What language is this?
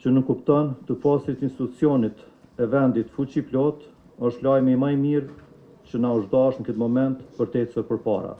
Albanian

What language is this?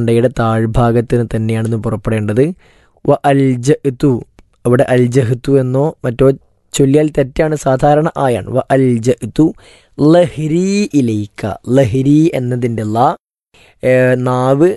Malayalam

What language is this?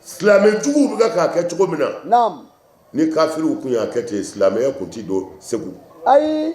Bambara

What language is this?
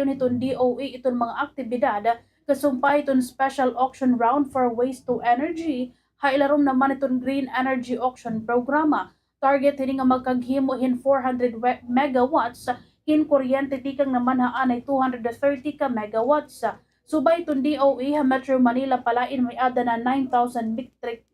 Waray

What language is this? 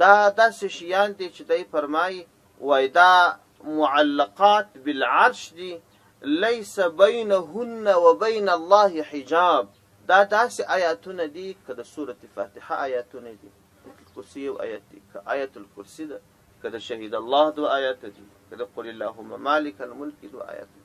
Pashto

